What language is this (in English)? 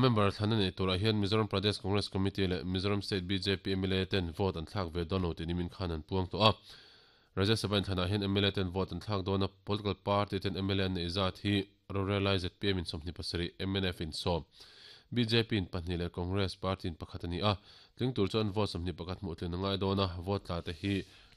Mizo